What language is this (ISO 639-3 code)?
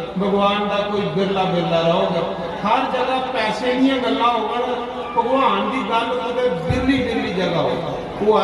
doi